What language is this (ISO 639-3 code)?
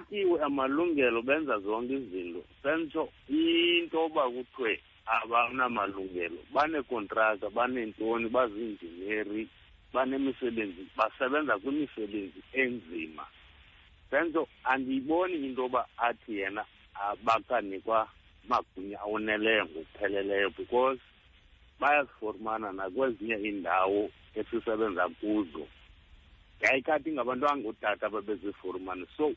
xho